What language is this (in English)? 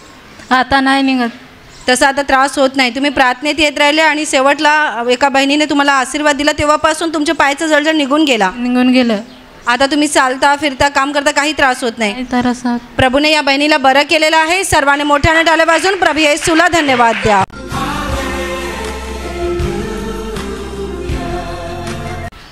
Marathi